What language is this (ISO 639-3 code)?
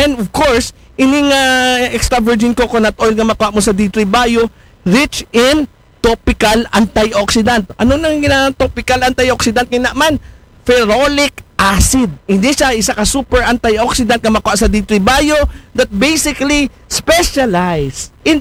akl